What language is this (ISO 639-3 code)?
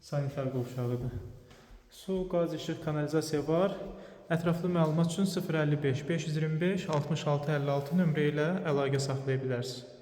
aze